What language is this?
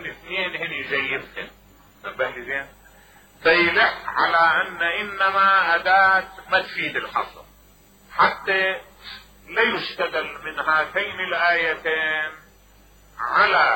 Mesopotamian Arabic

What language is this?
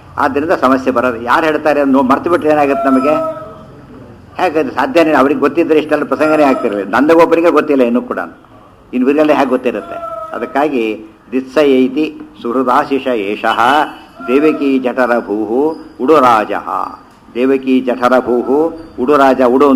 Kannada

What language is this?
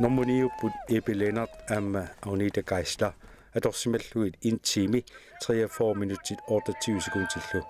Kalaallisut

